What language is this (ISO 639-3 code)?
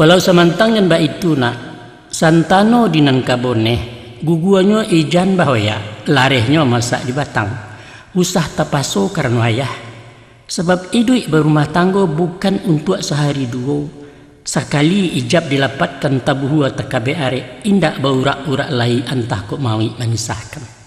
min